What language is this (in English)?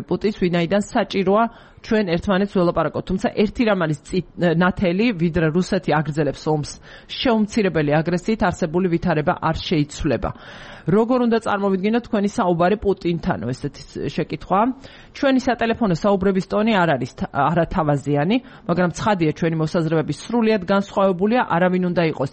Georgian